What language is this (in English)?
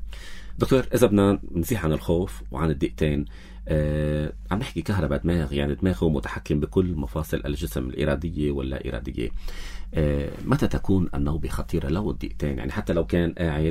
North Levantine Arabic